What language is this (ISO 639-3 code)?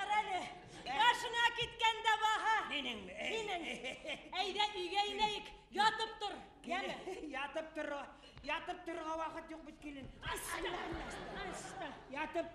bak